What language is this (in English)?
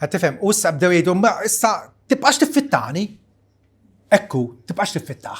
Maltese